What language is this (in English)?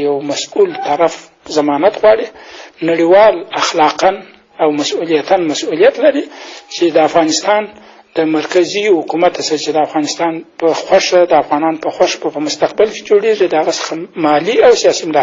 Pashto